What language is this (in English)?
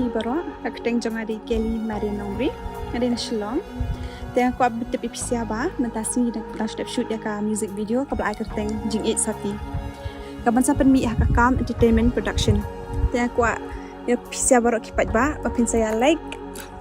Khasi